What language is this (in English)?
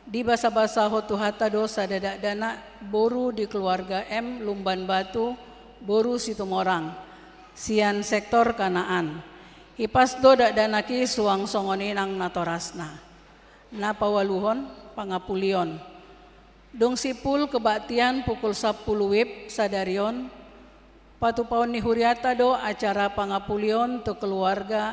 Batak Toba